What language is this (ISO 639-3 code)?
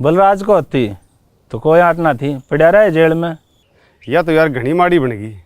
bgc